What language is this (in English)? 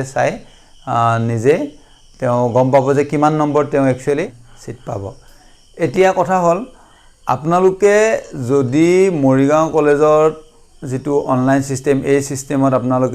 Assamese